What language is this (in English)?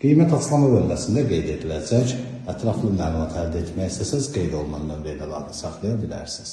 Azerbaijani